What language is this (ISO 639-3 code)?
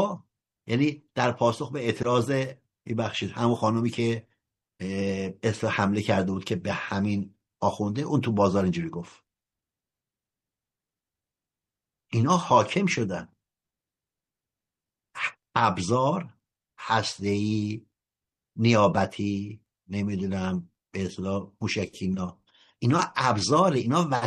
fas